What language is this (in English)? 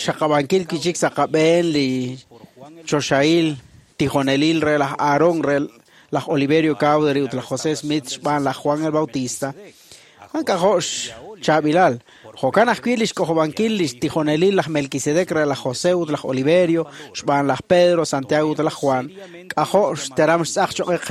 Kekchí